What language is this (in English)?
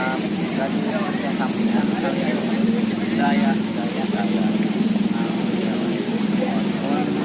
Sundanese